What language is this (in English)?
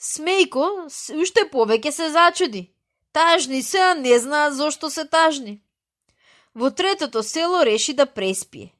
Macedonian